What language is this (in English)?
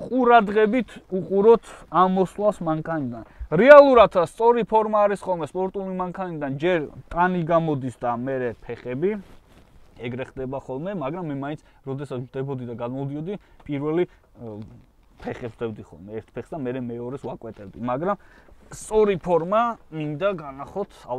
Georgian